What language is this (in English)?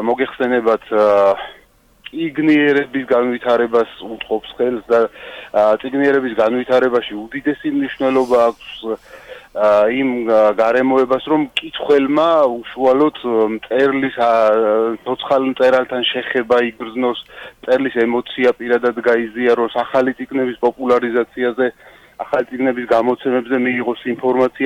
Georgian